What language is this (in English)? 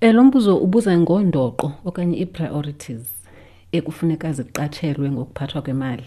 Xhosa